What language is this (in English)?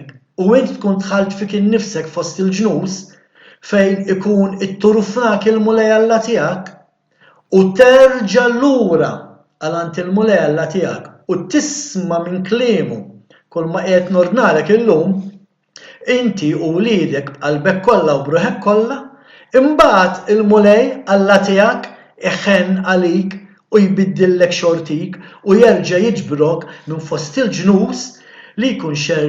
Maltese